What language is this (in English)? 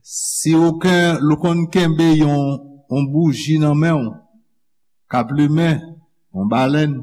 Haitian Creole